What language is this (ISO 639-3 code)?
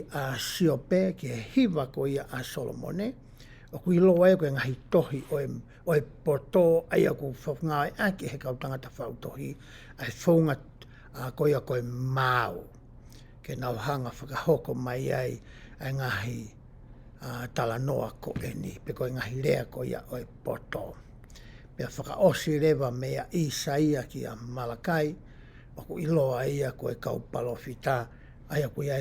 ton